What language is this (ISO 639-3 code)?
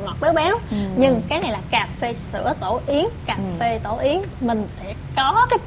vie